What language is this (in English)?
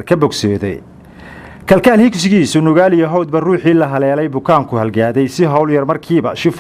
Somali